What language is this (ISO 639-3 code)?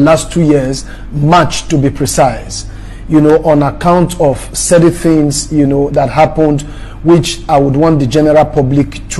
pcm